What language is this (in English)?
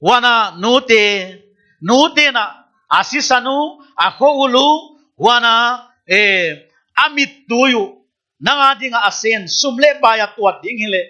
Paite Chin